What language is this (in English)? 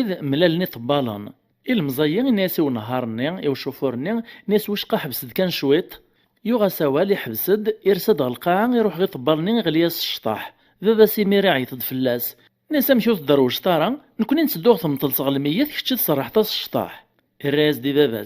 Kabyle